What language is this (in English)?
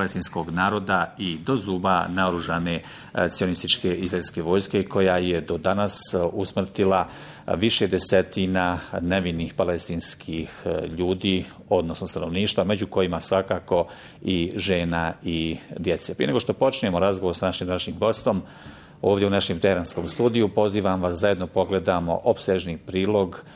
Bosnian